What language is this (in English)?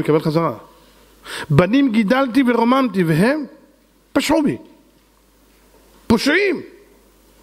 Hebrew